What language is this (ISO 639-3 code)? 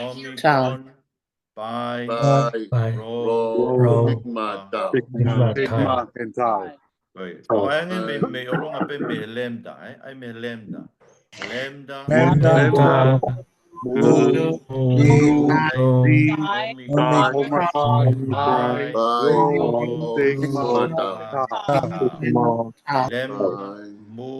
ton